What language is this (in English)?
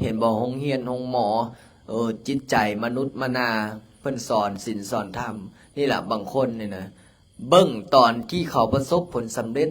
Lao